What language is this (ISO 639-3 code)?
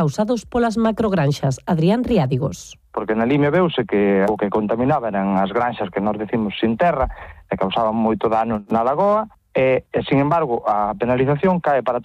glg